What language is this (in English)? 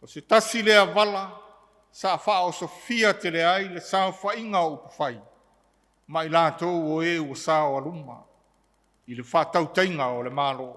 Samoan